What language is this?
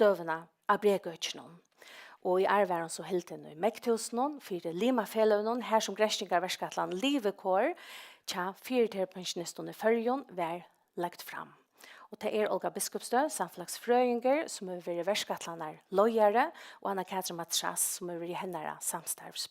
Faroese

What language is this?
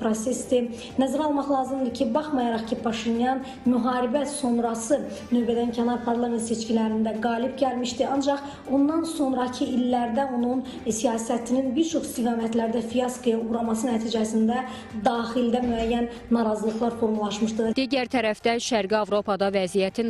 Azerbaijani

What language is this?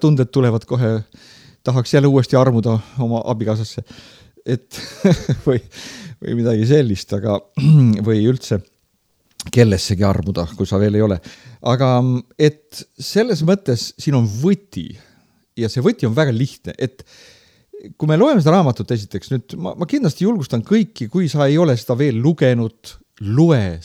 Estonian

